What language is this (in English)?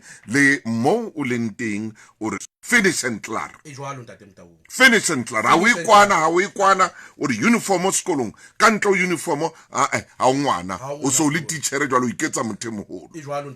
Southern Sotho